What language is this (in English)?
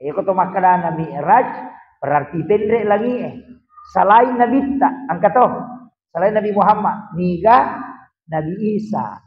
Buginese